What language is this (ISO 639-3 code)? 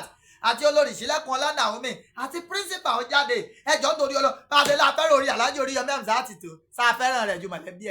yor